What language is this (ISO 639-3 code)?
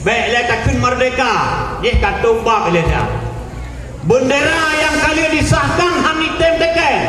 ace